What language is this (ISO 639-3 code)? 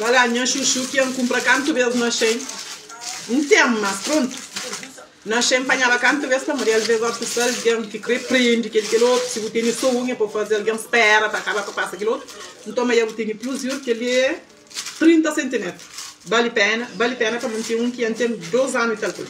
kea